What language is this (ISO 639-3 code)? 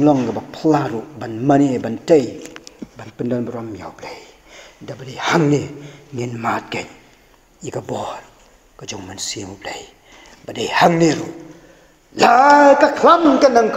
kha